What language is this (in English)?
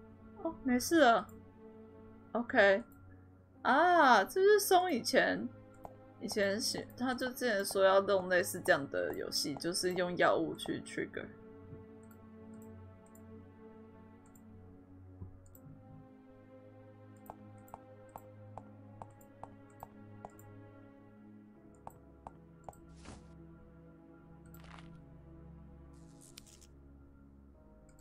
Chinese